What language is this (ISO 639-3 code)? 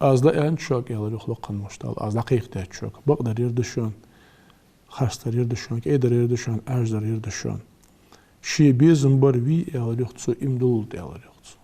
inh